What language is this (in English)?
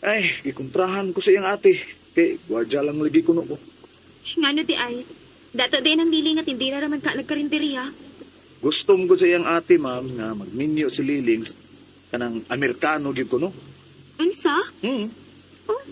Cebuano